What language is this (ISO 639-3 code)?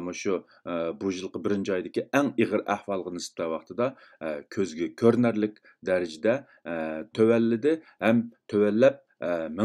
uig